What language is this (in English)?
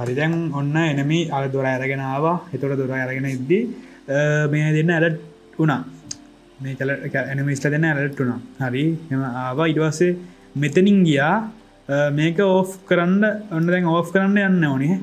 Sinhala